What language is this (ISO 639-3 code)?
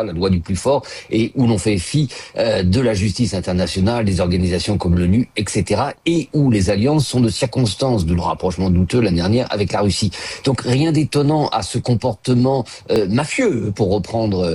fra